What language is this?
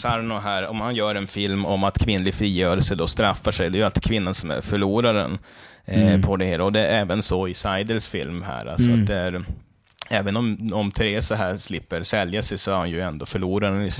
Swedish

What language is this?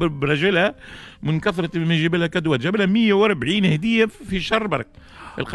Tunisian Arabic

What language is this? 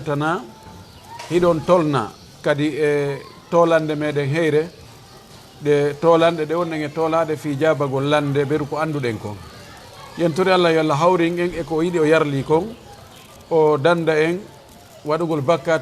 Fula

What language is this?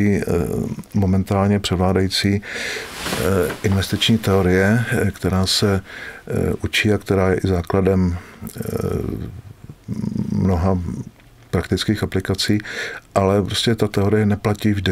Czech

